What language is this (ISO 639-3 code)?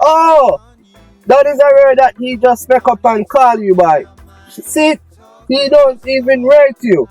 jam